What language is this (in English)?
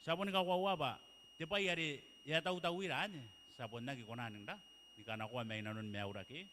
Gilbertese